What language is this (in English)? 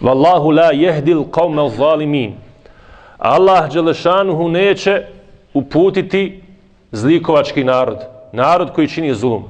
Bosnian